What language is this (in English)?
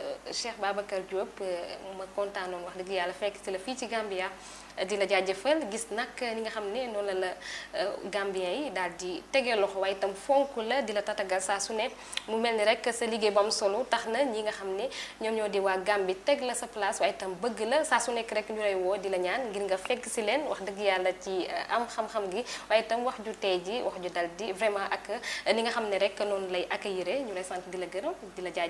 Wolof